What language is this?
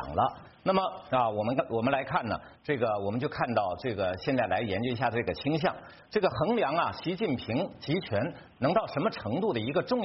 Chinese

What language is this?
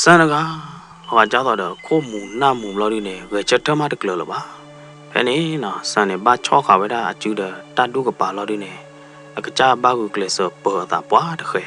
S'gaw Karen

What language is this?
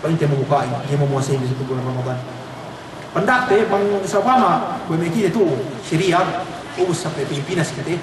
Yakan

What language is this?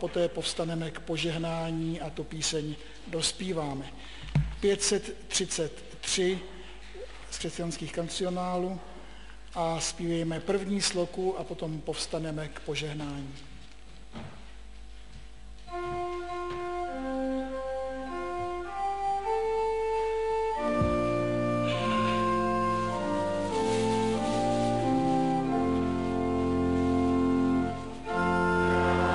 Czech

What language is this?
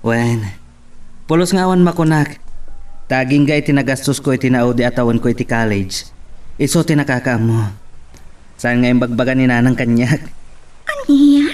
Iloko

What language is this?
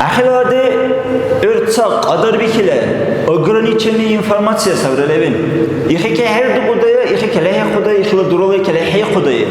Dargwa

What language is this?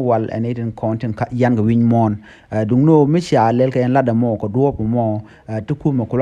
Nuer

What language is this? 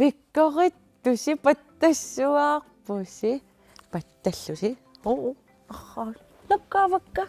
Kalaallisut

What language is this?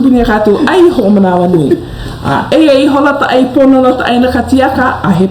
Hawaiian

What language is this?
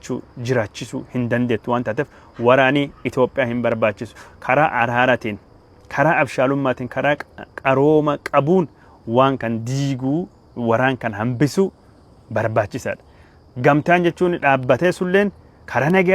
Oromo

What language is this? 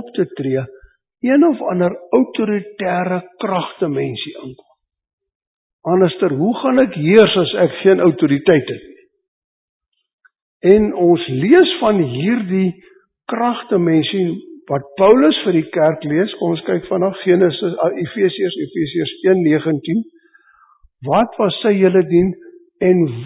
Afrikaans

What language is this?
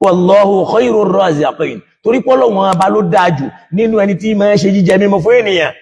Yoruba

